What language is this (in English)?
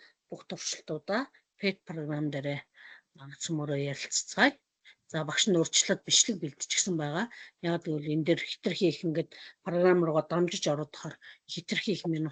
Mongolian